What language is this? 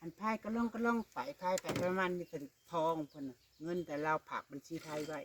Northeastern Thai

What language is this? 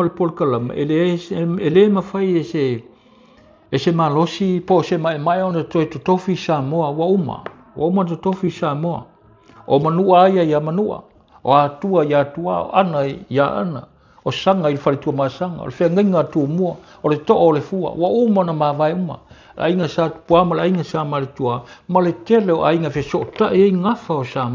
Samoan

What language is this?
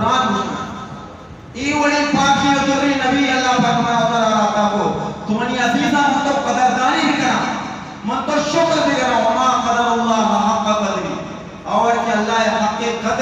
Eastern Balochi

